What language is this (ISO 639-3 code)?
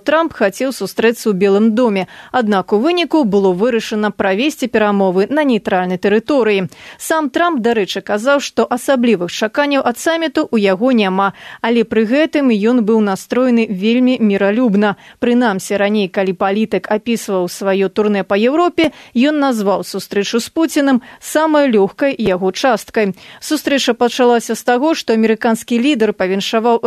bel